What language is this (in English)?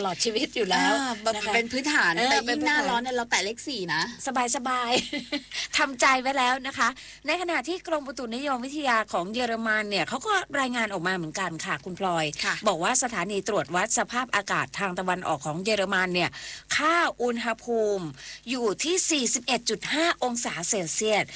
Thai